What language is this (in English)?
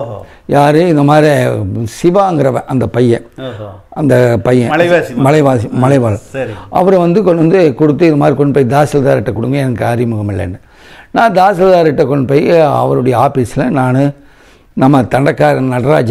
Tamil